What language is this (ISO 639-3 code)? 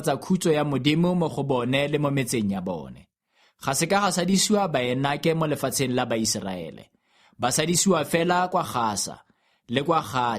tsn